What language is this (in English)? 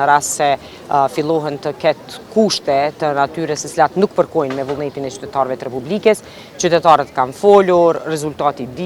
Albanian